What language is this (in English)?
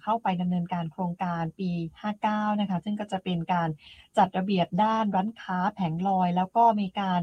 Thai